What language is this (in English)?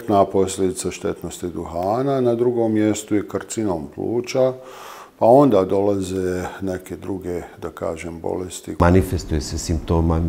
Bosnian